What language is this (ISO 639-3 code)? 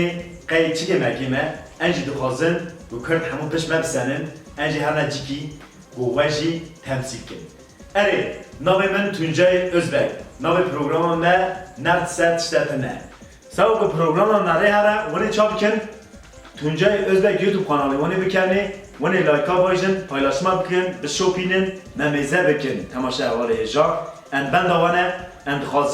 kur